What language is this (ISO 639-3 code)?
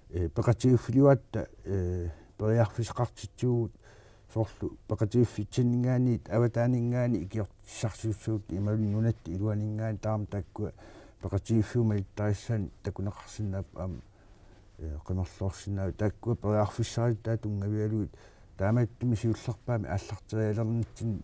kal